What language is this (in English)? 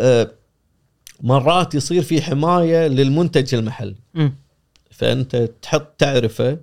Gulf Arabic